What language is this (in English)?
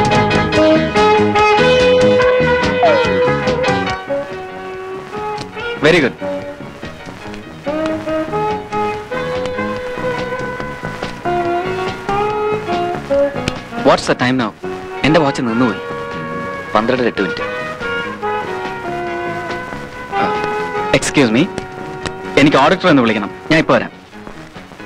Malayalam